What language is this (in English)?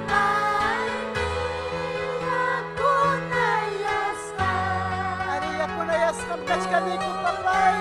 Ayacucho Quechua